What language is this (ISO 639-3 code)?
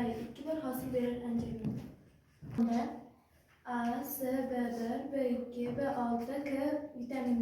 uzb